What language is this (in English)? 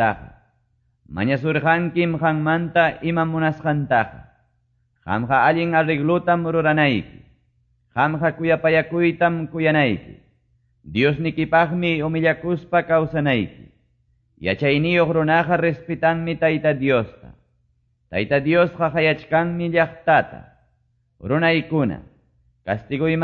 Quechua